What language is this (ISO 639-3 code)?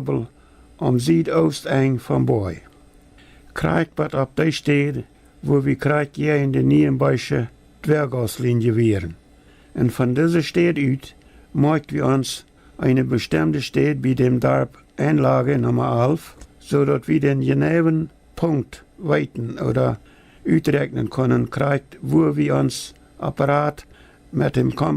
pdt